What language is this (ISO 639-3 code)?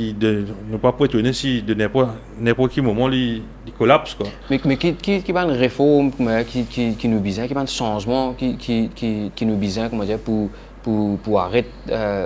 mfe